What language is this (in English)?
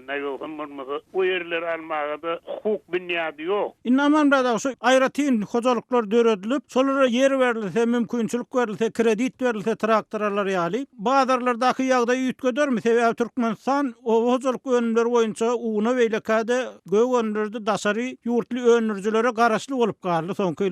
Turkmen